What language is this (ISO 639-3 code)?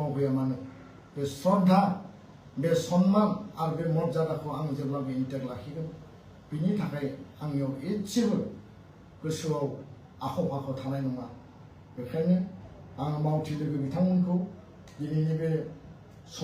brx